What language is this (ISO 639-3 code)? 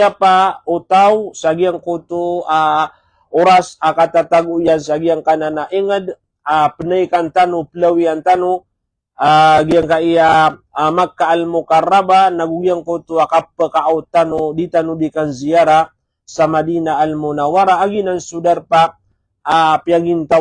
mrw